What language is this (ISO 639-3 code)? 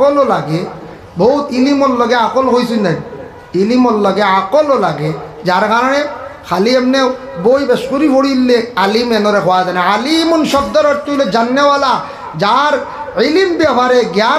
syl